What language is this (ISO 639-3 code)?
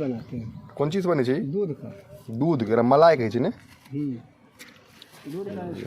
mai